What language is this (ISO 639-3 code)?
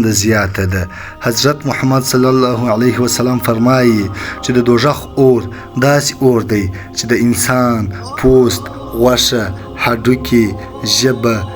pus